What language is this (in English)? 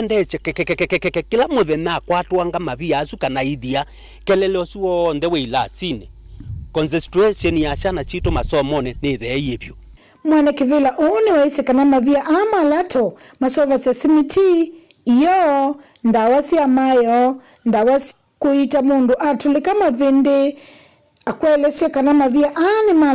Kamba